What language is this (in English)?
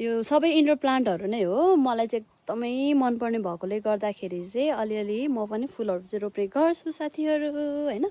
Nepali